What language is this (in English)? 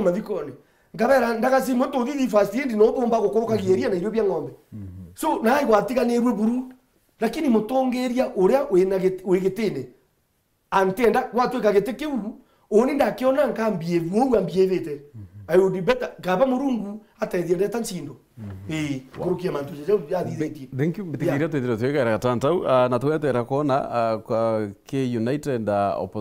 Meru